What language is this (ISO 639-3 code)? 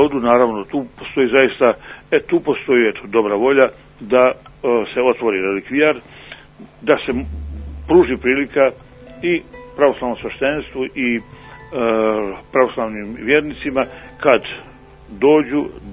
srp